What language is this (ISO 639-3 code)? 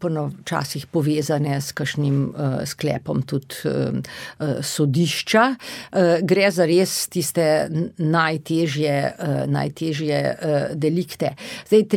slv